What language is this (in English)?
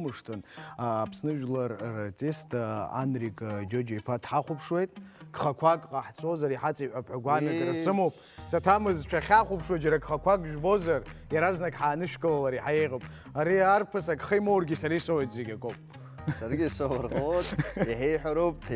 Abkhazian